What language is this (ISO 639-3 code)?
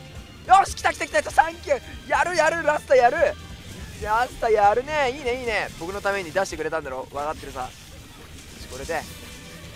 jpn